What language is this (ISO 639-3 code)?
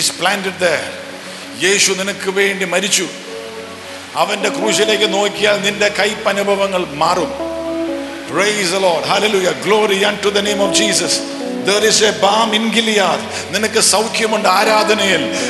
mal